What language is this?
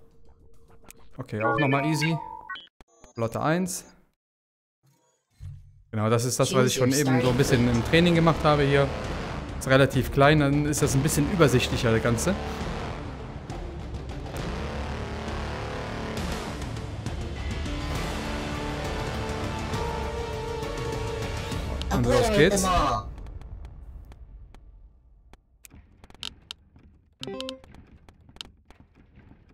German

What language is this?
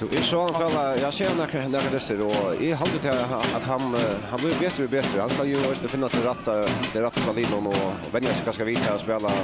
Faroese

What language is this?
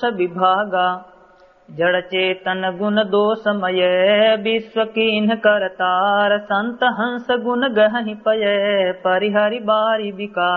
Awadhi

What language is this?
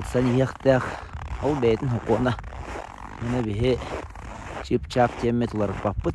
Yakut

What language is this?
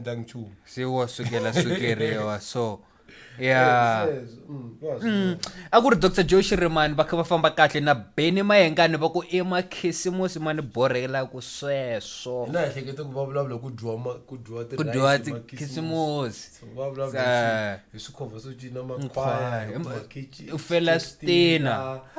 Tsonga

